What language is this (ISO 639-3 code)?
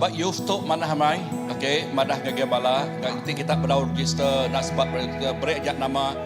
iba